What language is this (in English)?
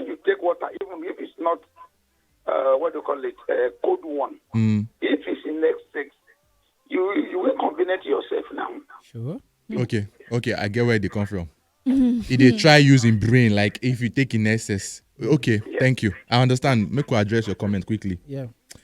Nigerian Pidgin